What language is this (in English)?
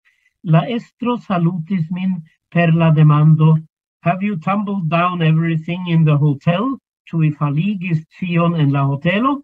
Esperanto